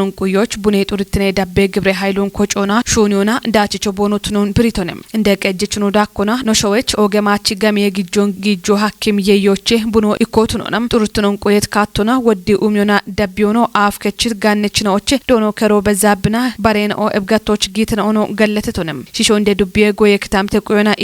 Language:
Kafa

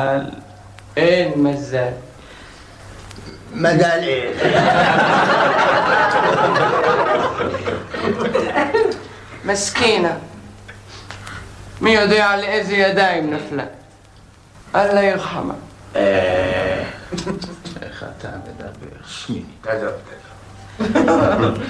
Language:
Hebrew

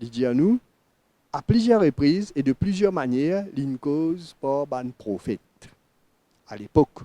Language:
Morisyen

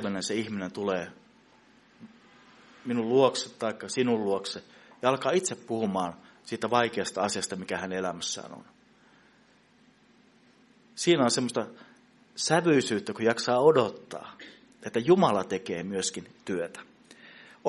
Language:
Finnish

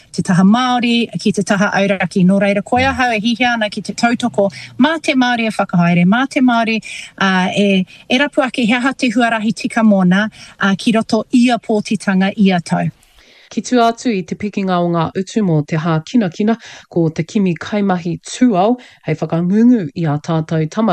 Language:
Māori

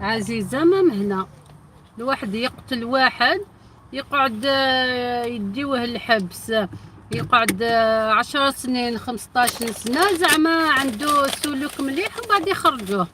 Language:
Algerian Arabic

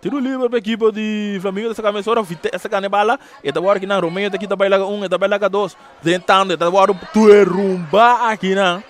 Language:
Papiamento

